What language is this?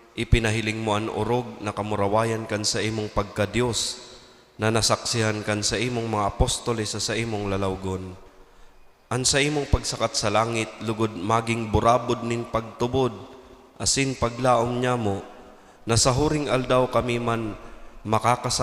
Bikol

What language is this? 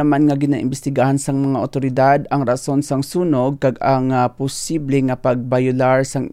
Hiligaynon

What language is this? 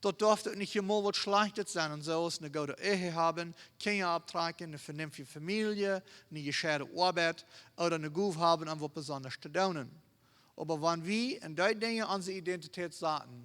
Plautdietsch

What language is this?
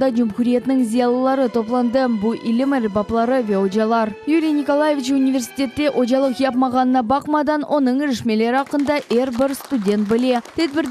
Crimean Tatar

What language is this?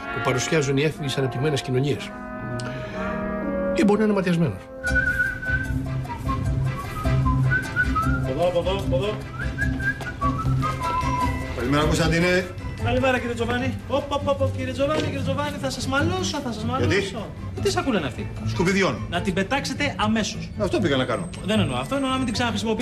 Greek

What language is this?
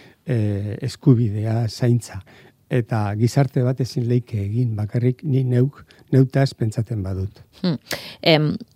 Basque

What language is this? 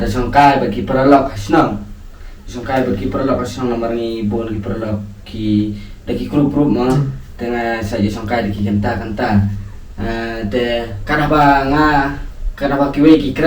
Khasi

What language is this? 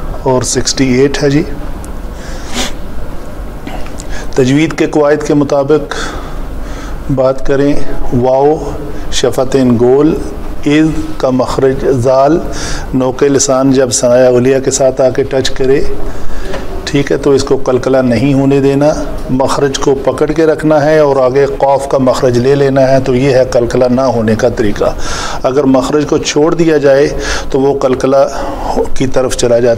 Urdu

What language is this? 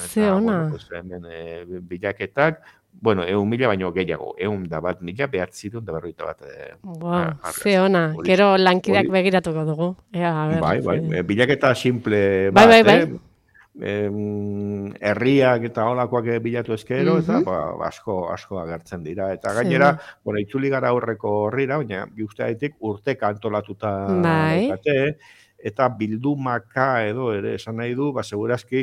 Basque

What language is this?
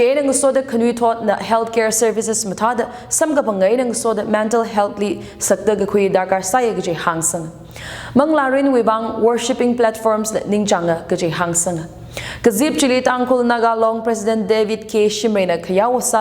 Tangkhul Naga (India)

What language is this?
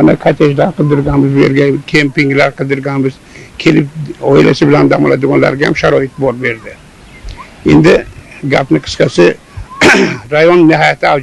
Uzbek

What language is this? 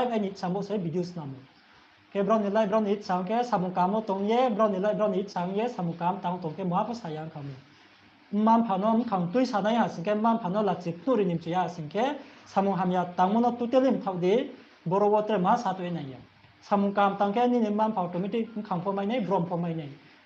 Riang (India)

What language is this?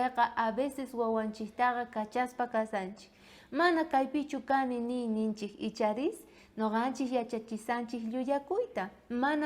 South Bolivian Quechua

